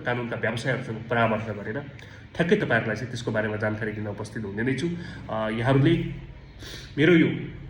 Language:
Nepali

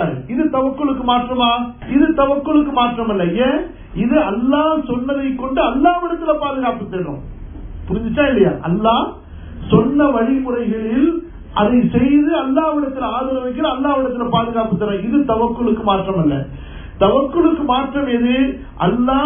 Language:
Tamil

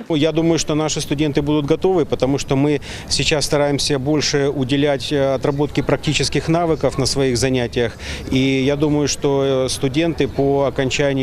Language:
Crimean Tatar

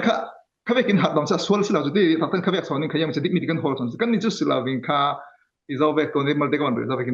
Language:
Falam Chin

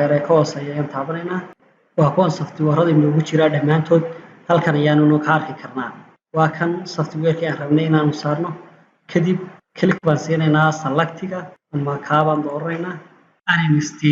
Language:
Somali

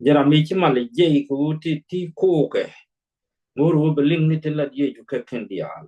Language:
Nuer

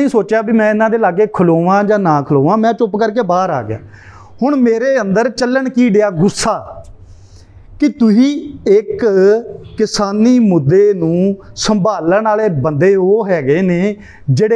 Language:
Punjabi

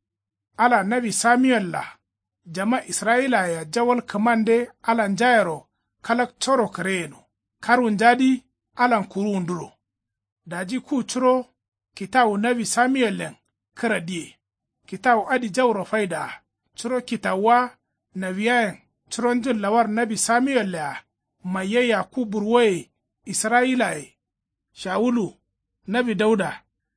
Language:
Kanuri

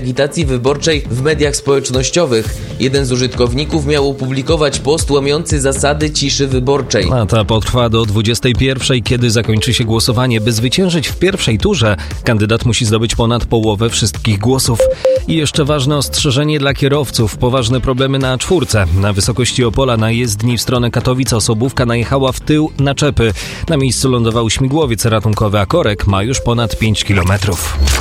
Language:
Polish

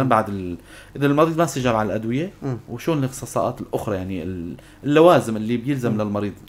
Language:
North Levantine Arabic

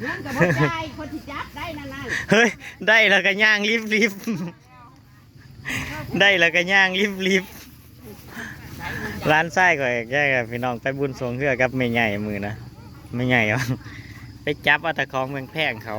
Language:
Northeastern Thai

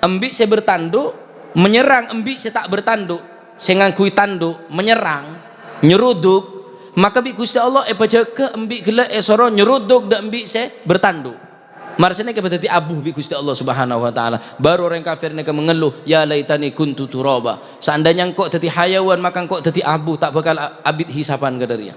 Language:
Madurese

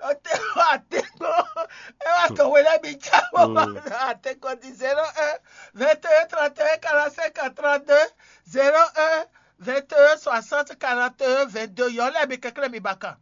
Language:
Fon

